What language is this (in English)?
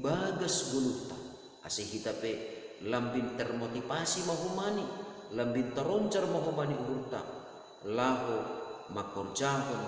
Batak Simalungun